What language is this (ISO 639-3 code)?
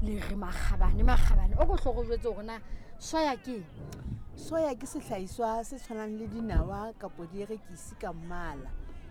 sot